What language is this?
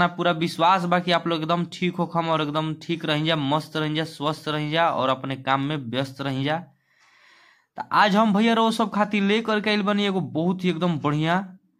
Bhojpuri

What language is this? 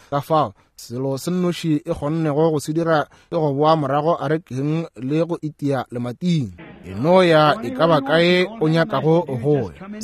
Northern Sotho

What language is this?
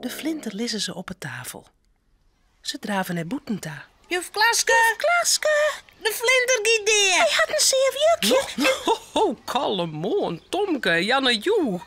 Western Frisian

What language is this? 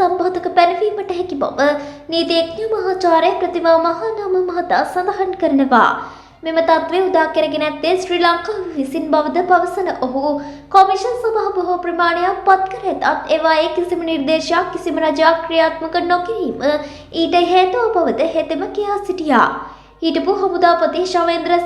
Sinhala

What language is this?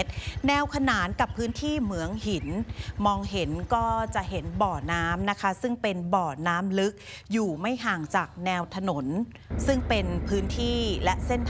Thai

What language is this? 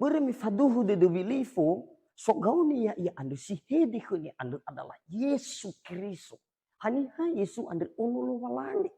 Nias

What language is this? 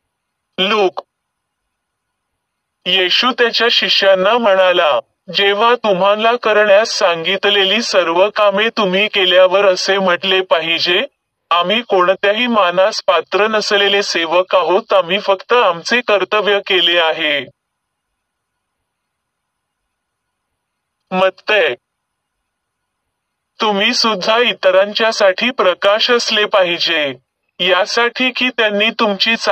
Marathi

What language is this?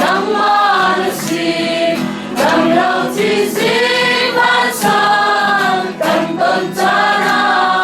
Falam Chin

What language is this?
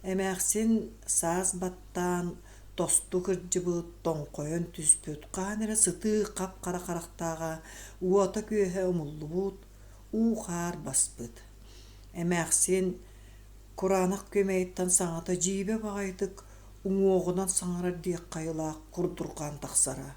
Yakut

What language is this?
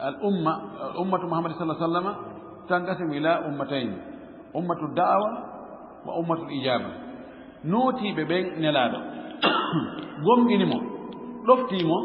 Fula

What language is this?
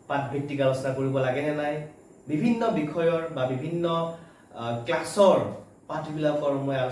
Assamese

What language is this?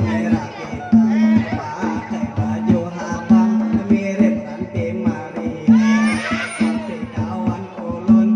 Banjar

